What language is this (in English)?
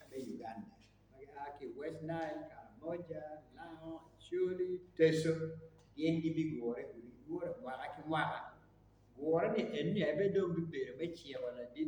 Acoli